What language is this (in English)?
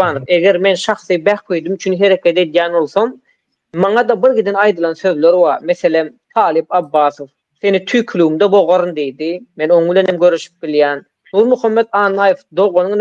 Turkmen